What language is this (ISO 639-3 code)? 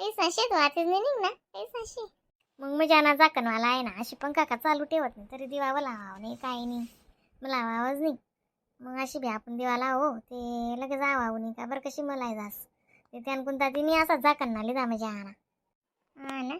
khn